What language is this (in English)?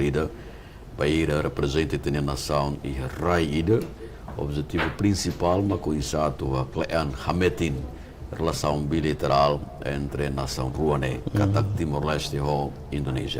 Tetum